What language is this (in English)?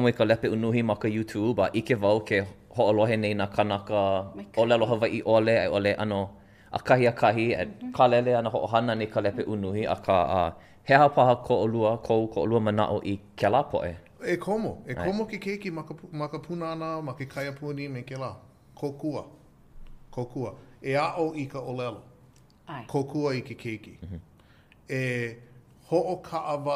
Hawaiian